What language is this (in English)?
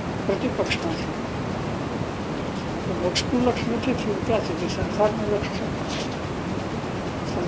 Gujarati